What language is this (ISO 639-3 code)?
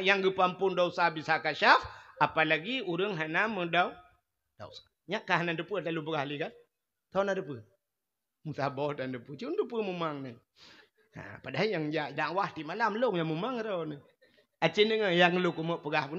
ace